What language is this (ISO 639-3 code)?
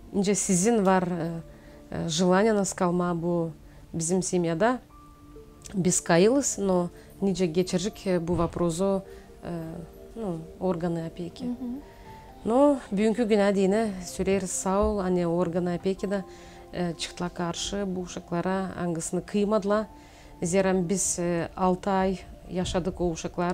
gag